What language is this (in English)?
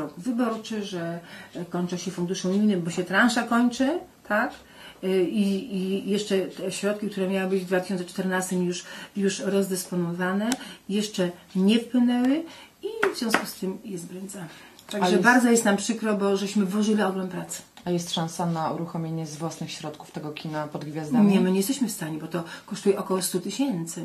Polish